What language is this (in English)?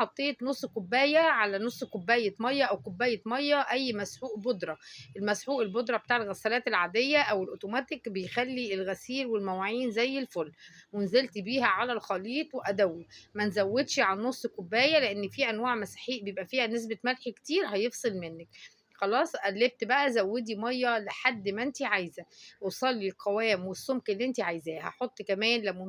Egyptian Arabic